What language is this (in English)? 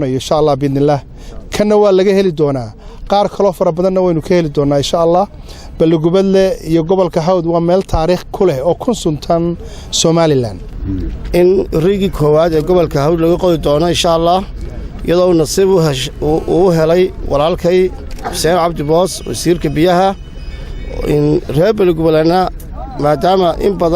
Somali